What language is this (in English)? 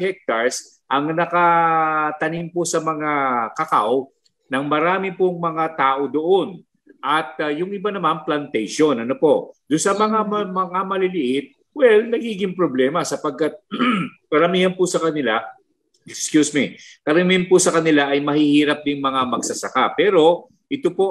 Filipino